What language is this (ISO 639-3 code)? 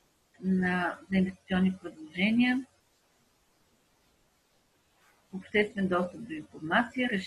bul